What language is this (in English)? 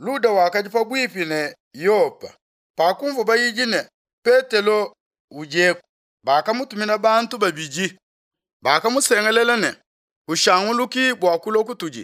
Luba-Lulua